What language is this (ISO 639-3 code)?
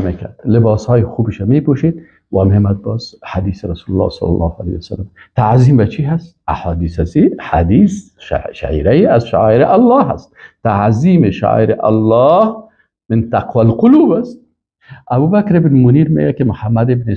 fas